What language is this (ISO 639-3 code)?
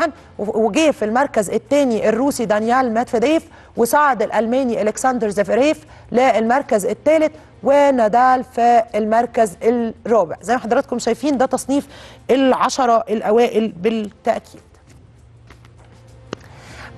arz